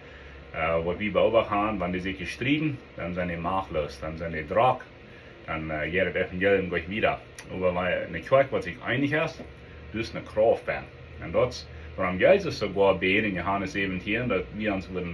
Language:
Plautdietsch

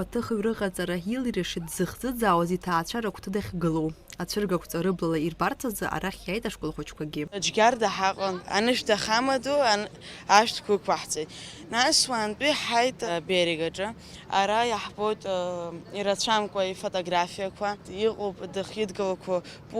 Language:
Abkhazian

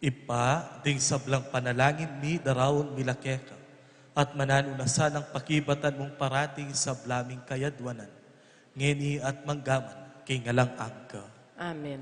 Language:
Pampanga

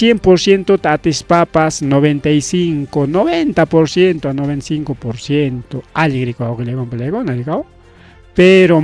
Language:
Ayacucho Quechua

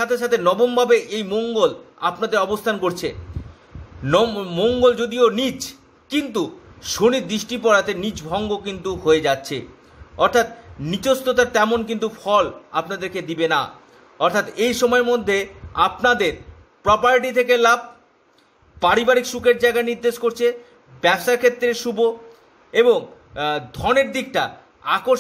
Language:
Bangla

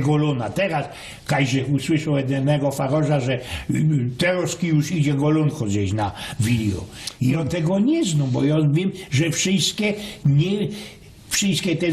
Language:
Silesian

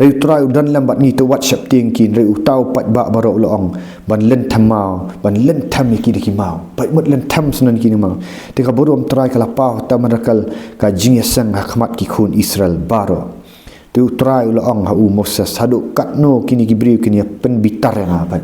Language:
Khasi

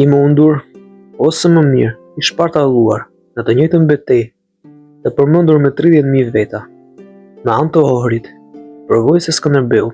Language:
Albanian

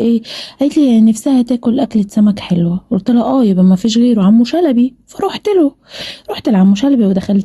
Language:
Egyptian Arabic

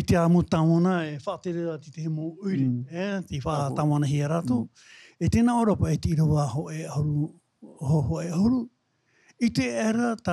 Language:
Tahitian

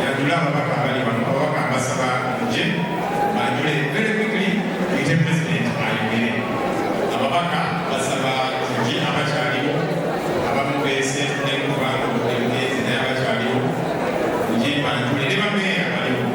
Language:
Ganda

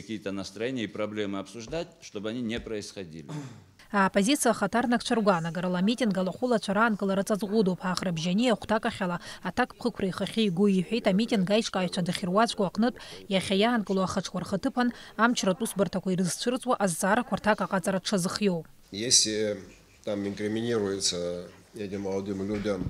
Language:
Abkhazian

